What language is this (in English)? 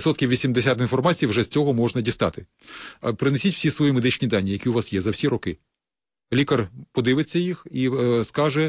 Ukrainian